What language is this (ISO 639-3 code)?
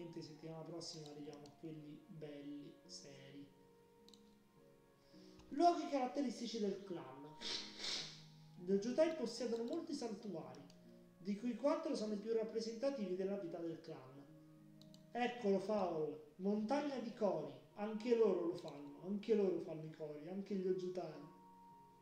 ita